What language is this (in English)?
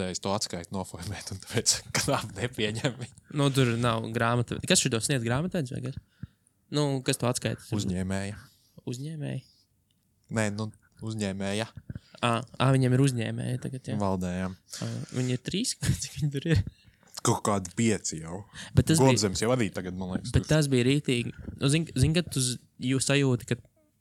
Latvian